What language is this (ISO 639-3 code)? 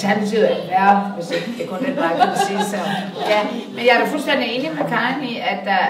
dan